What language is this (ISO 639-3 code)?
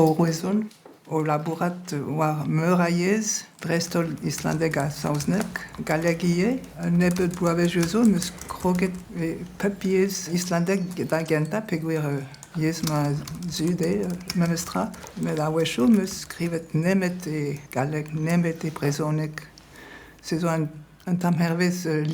bre